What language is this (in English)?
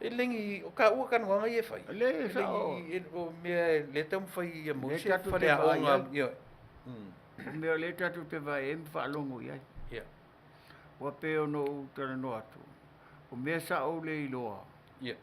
Samoan